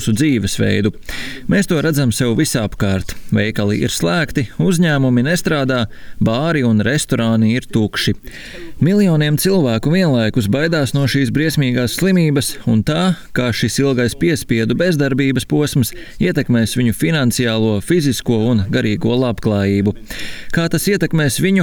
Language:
Latvian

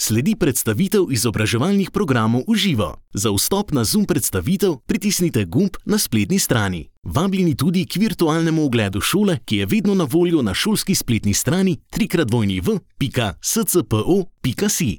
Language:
Slovenian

